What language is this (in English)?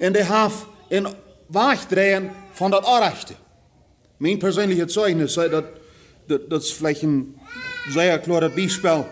Plautdietsch